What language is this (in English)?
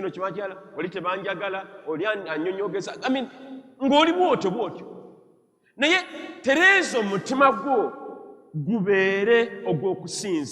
Ganda